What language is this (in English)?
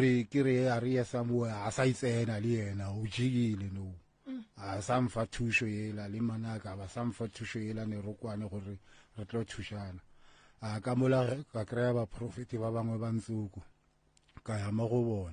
Northern Sotho